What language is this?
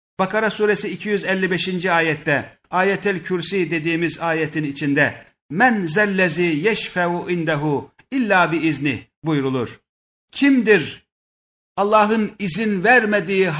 Turkish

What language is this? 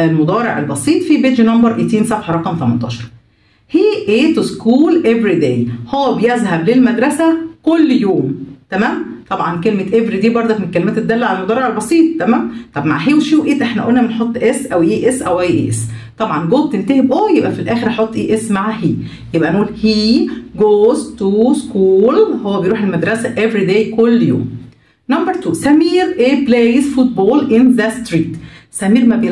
Egyptian Arabic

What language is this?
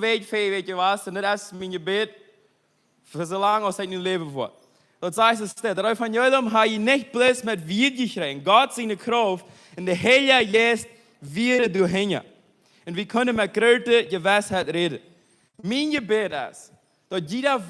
Plautdietsch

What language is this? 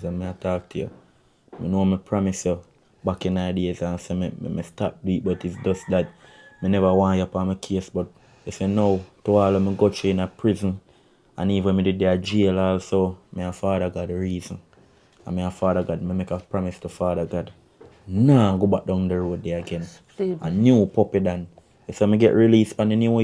Jamaican Creole English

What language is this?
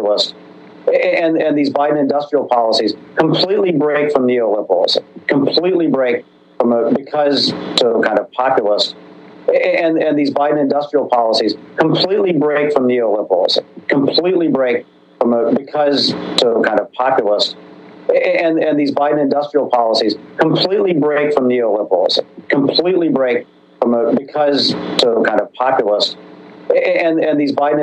English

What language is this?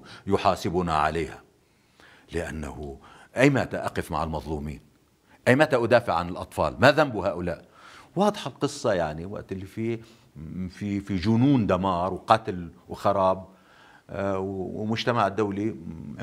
North Levantine Arabic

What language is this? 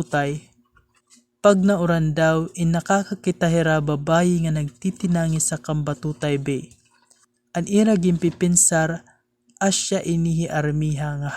Waray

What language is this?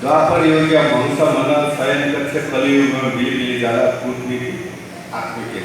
Newari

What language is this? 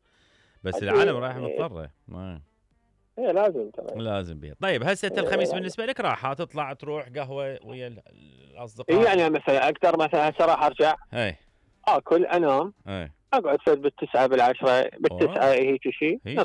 Mesopotamian Arabic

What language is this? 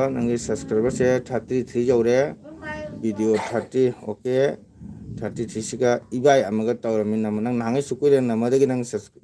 Manipuri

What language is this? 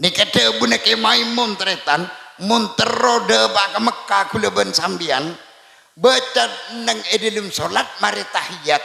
Madurese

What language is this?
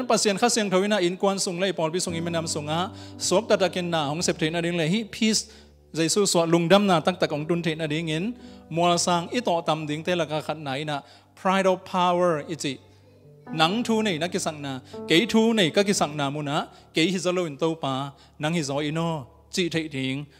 Tedim Chin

